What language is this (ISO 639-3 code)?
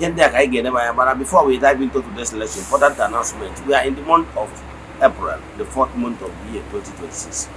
ibo